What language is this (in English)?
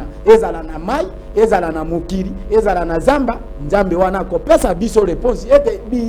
Lingala